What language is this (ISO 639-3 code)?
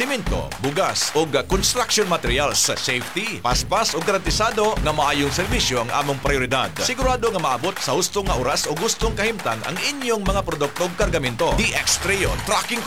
ceb